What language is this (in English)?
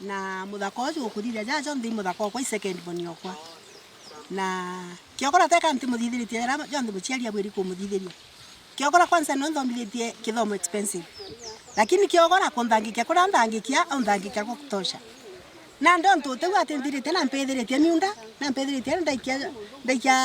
Meru